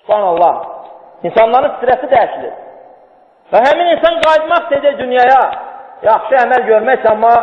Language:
Azerbaijani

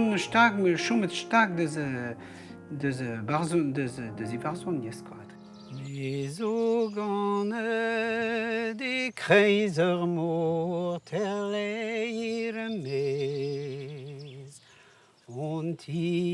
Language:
Breton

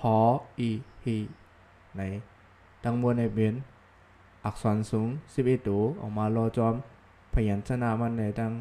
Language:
Shan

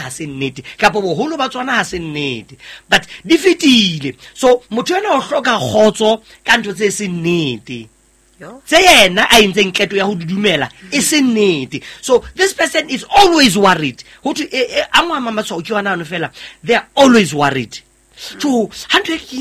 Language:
Southern Sotho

